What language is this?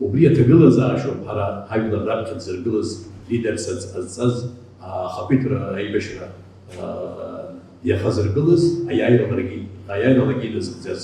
Abkhazian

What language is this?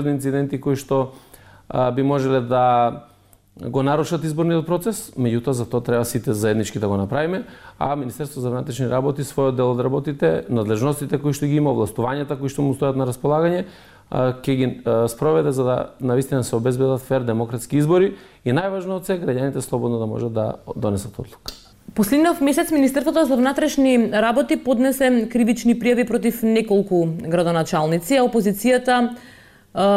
Macedonian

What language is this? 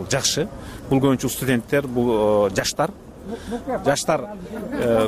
Kyrgyz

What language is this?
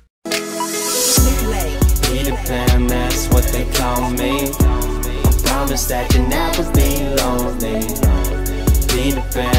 English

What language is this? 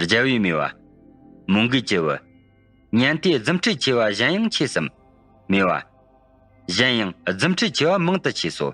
Tibetan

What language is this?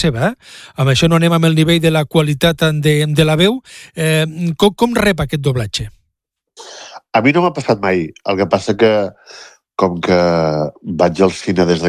Catalan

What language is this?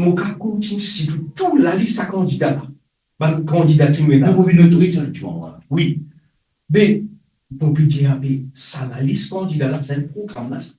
Morisyen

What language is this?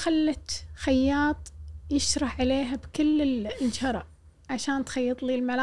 Gulf Arabic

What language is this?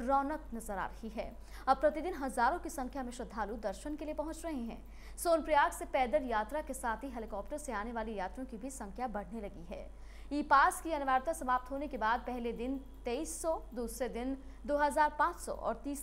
Hindi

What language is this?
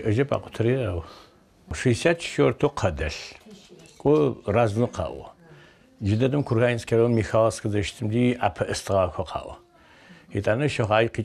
Adyghe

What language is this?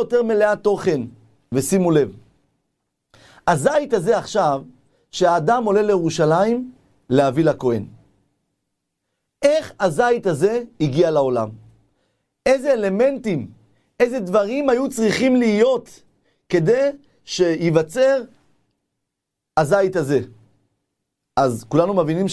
Hebrew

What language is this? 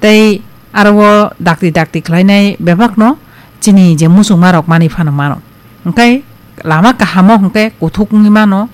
Kok Borok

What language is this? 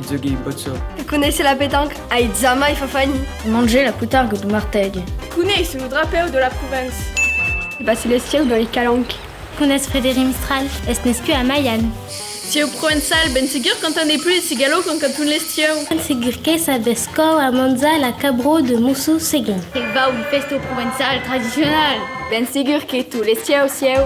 Occitan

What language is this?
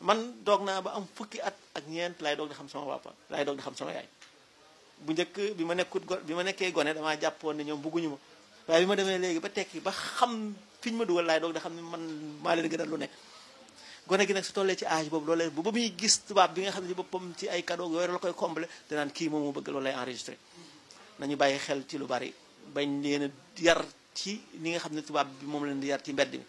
Wolof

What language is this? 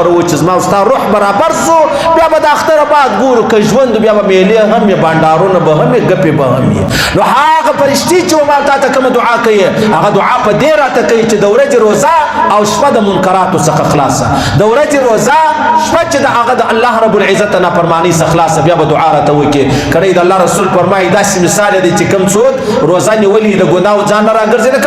Pashto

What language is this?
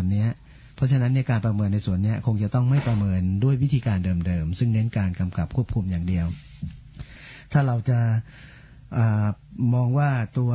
Thai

